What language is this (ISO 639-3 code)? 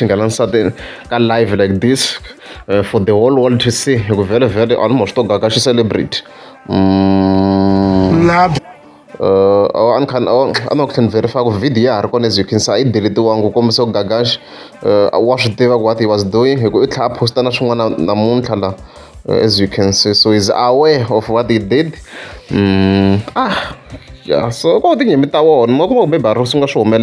tso